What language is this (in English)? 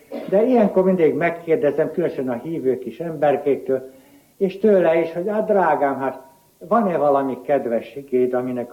Hungarian